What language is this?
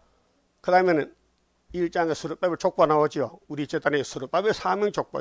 Korean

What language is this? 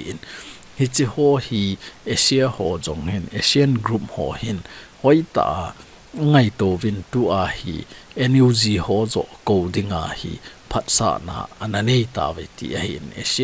Thado Chin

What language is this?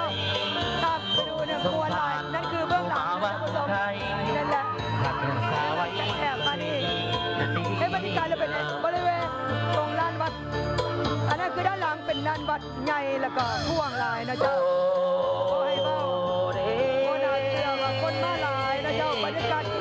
Thai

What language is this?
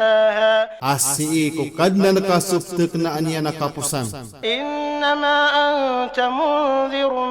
Maranao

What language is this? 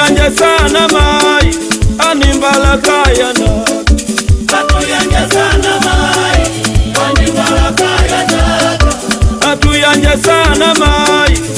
Swahili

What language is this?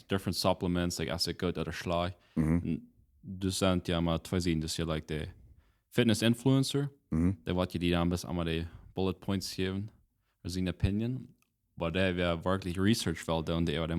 Plautdietsch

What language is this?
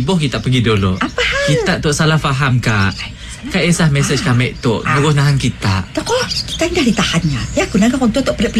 Malay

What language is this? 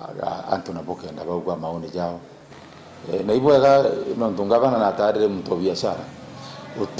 Meru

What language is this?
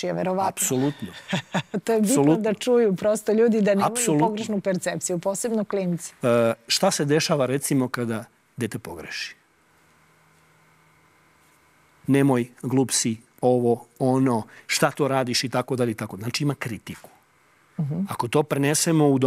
Serbian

